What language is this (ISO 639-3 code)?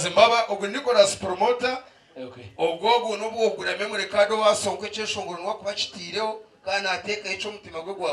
nyn